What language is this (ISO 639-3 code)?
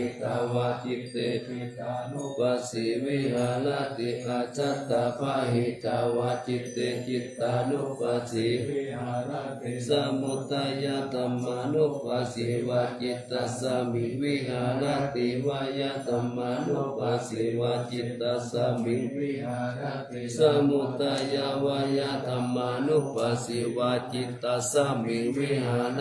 pli